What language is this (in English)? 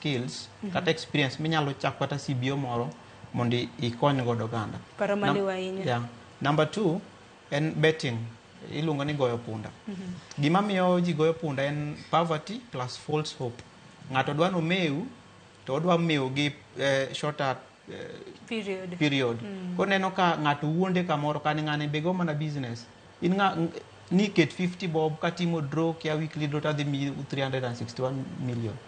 Luo (Kenya and Tanzania)